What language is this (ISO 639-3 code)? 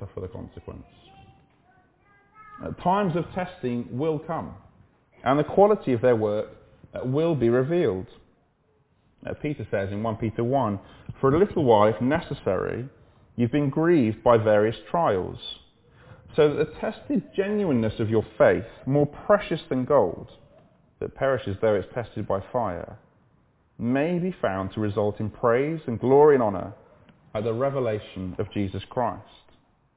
eng